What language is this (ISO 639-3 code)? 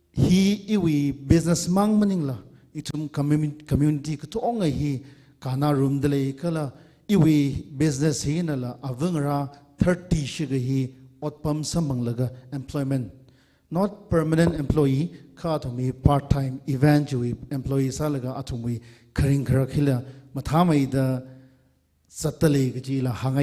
nmf